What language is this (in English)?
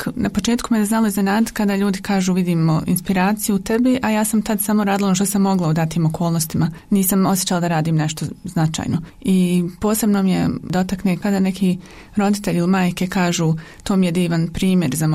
Bosnian